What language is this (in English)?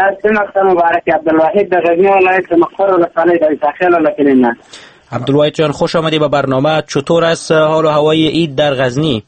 Persian